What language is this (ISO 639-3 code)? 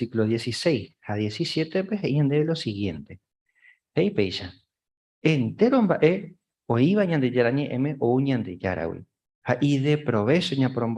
grn